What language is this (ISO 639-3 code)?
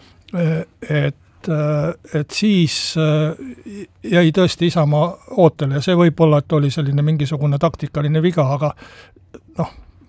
est